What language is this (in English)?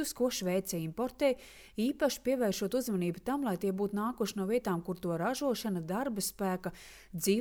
Latvian